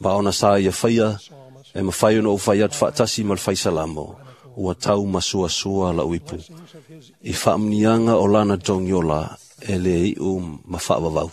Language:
Samoan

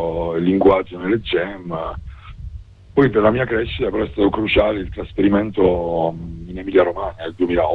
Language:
Italian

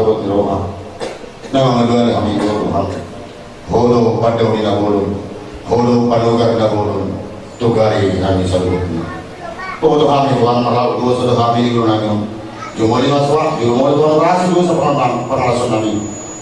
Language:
Batak Toba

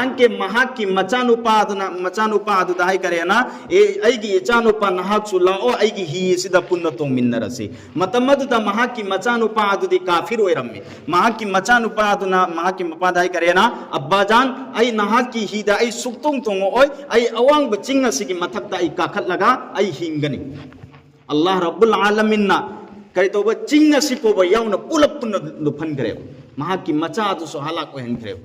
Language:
Manipuri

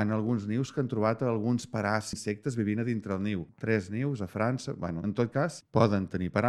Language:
Catalan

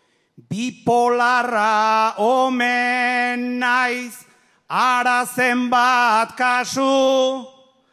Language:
Basque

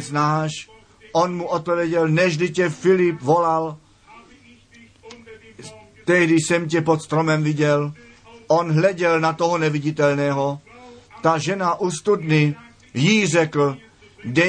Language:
Czech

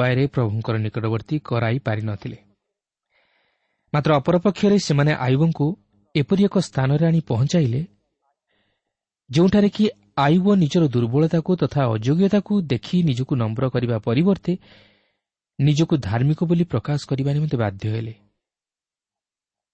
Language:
Odia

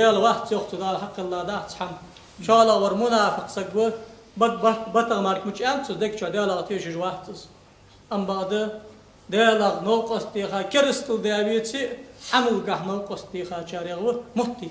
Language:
Ingush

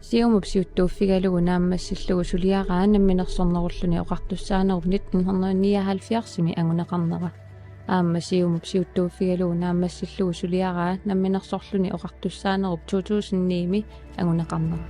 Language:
Kalaallisut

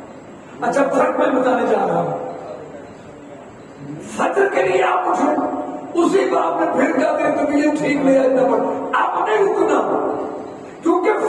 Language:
Urdu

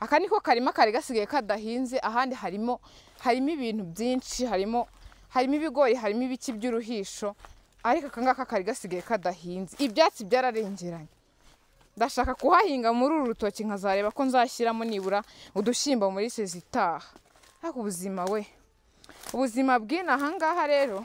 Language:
Kinyarwanda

